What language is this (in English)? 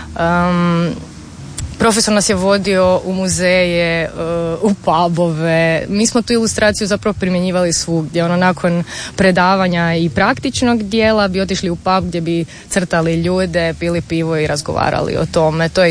Croatian